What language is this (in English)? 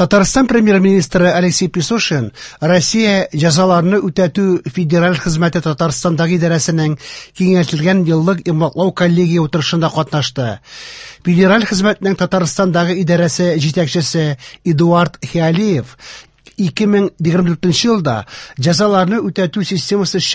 Tatar